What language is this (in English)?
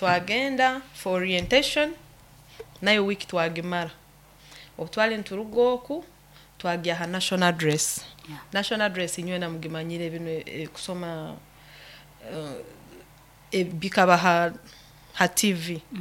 Nyoro